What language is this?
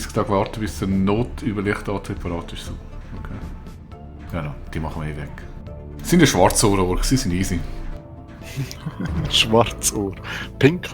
Swiss German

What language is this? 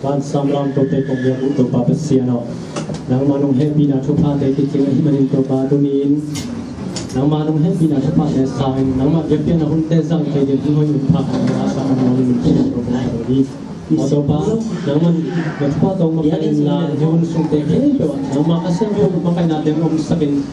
Tedim Chin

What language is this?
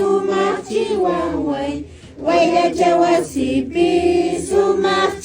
Quechua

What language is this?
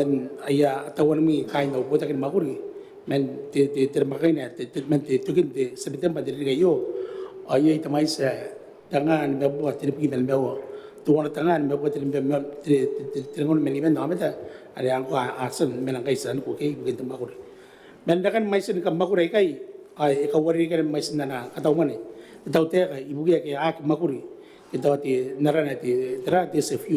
Gilbertese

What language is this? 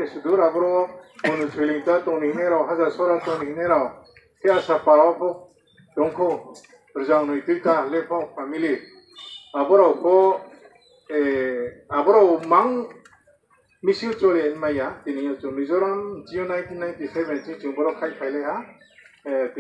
Riang (India)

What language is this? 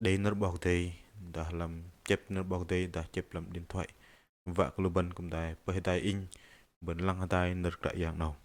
Bahnar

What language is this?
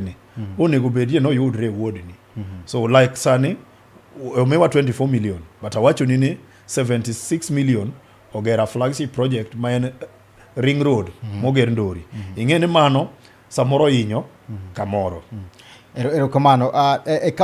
Luo (Kenya and Tanzania)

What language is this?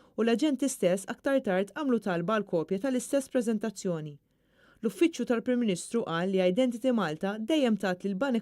Maltese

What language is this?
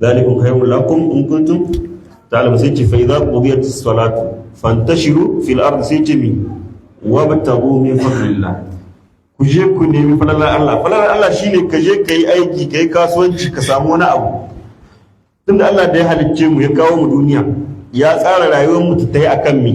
Hausa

